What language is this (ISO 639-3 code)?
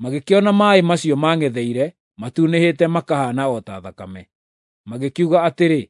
kik